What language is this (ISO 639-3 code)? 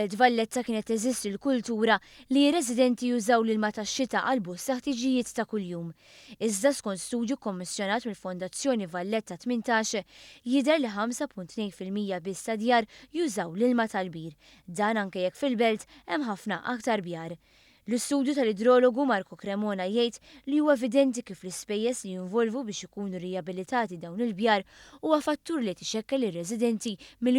mlt